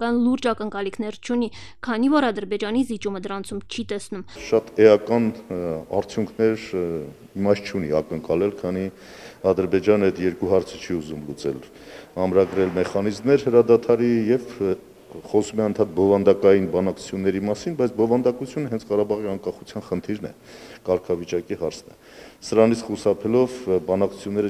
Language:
Armenian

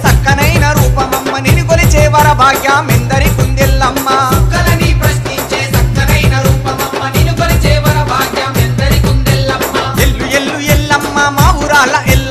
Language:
Telugu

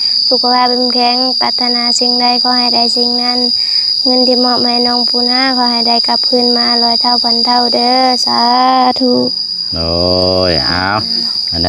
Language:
Lao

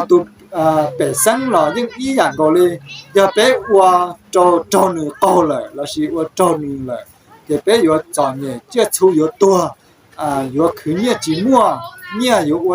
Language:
Hmong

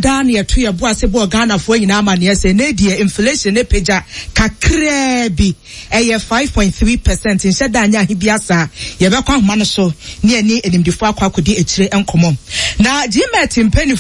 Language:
Akan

